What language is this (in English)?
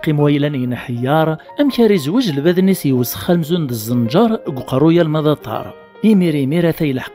Kabyle